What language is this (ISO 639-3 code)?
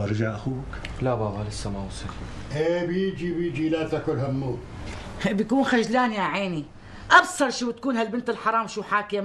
apc